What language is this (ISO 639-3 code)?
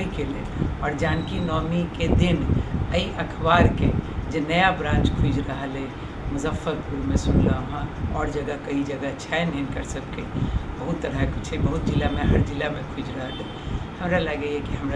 mai